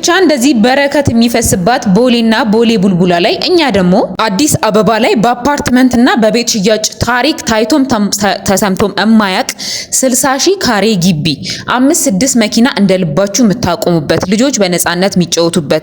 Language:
Amharic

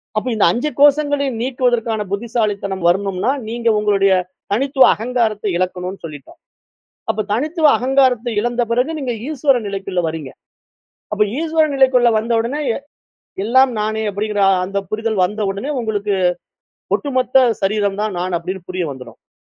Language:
Tamil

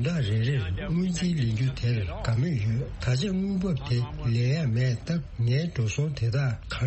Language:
Tibetan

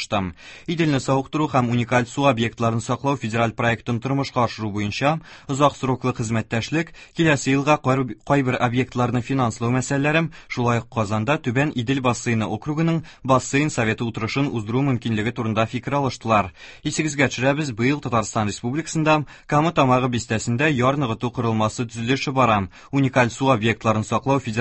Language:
Tatar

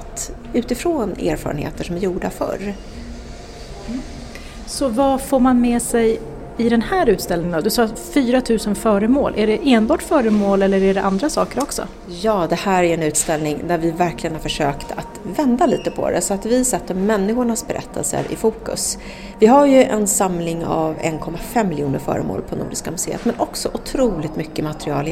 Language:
Swedish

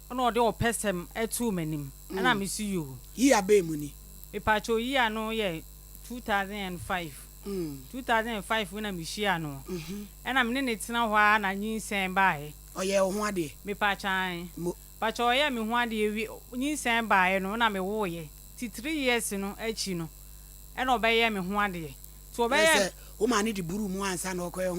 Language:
Akan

